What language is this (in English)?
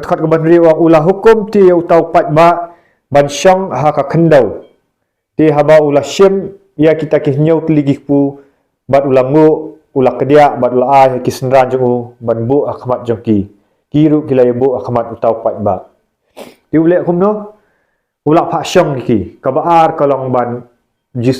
Khasi